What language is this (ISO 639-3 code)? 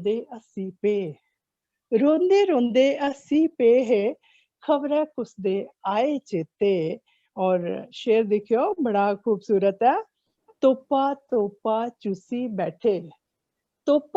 doi